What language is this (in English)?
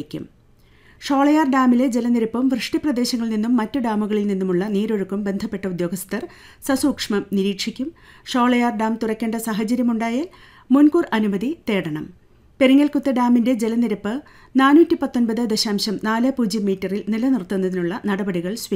Malayalam